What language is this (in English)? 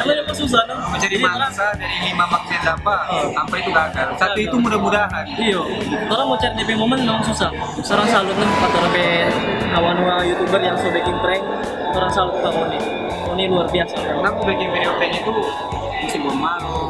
Manado Malay